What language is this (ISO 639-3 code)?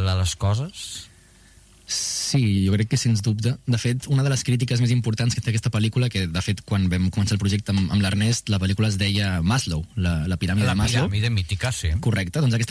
cat